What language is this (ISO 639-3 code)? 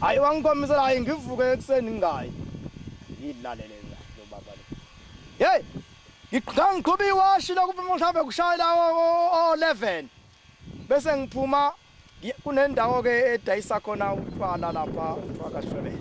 zul